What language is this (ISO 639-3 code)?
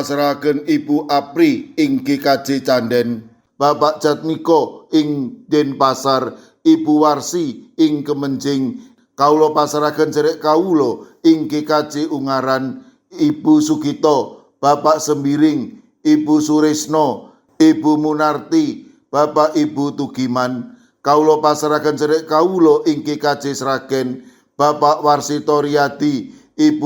jav